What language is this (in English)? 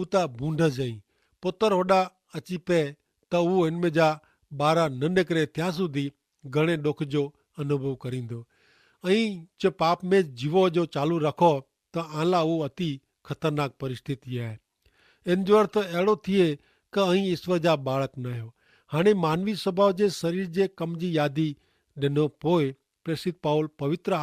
Kachhi